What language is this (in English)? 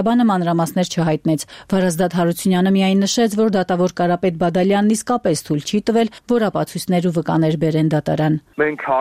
Armenian